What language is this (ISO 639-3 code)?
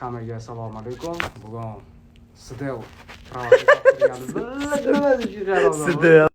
uzb